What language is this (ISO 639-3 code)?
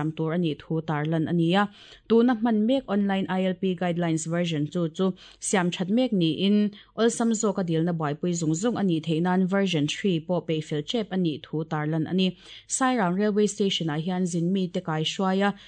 lus